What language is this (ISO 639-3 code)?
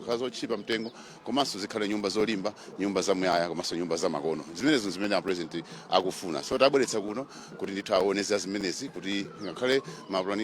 nya